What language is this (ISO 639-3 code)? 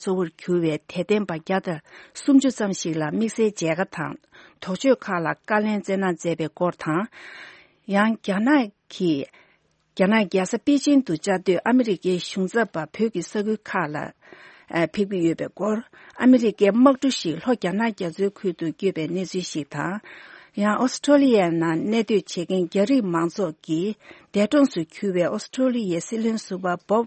bod